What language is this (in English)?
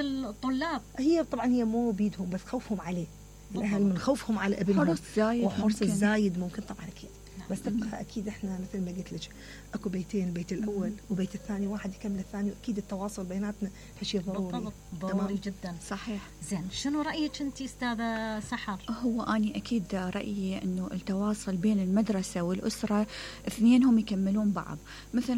Mesopotamian Arabic